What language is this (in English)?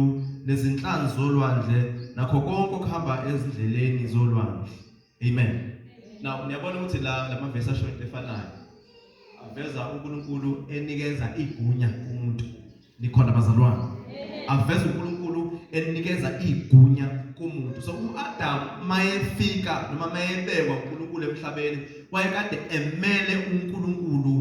Zulu